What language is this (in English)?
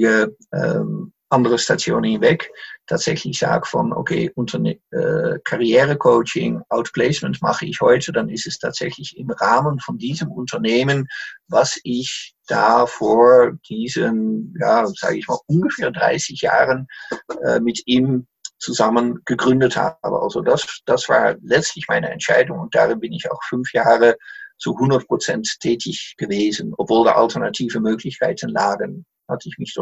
German